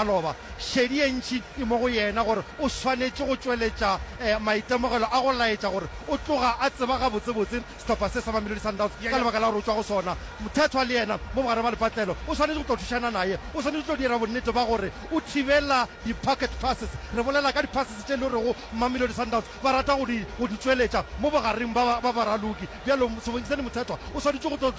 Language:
Northern Sotho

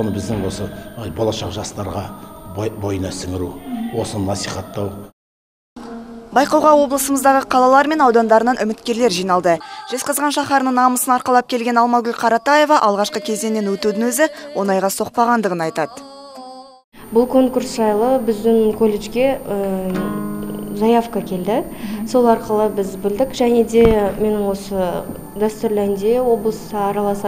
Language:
Kazakh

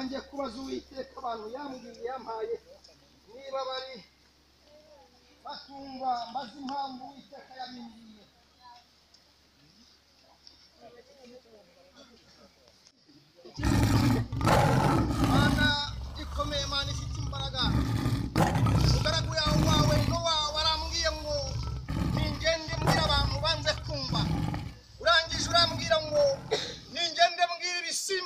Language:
Kinyarwanda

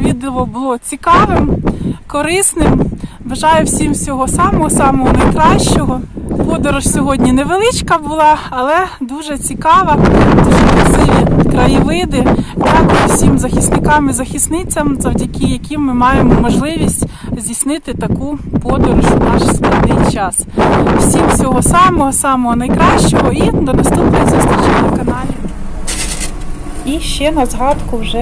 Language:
Ukrainian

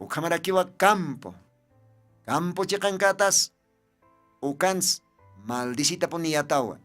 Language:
Aymara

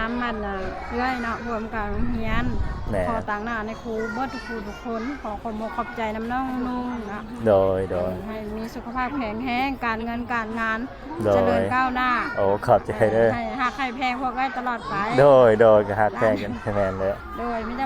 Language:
Lao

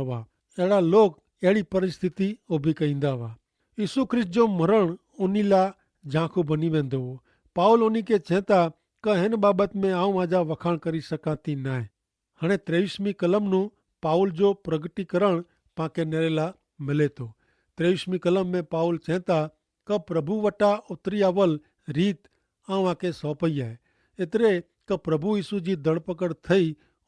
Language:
Kachhi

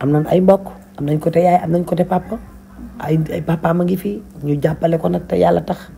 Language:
Wolof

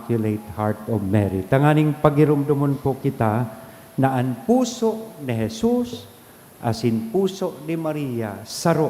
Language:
Bikol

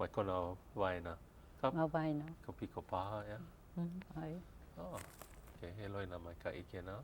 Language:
Hawaiian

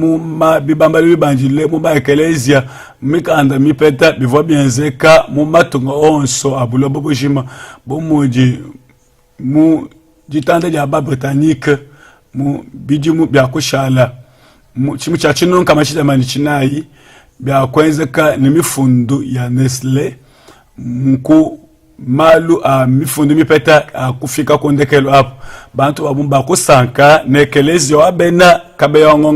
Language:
Luba-Lulua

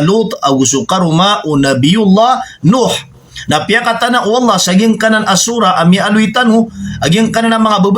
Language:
Maranao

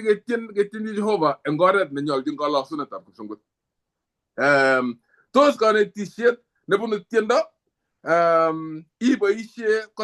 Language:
Kalenjin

